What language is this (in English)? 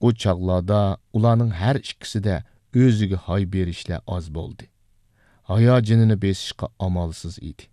Uyghur